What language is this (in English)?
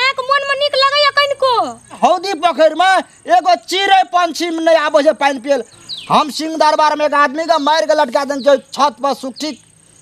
Maithili